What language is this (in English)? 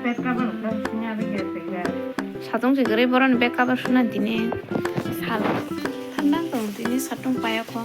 Kok Borok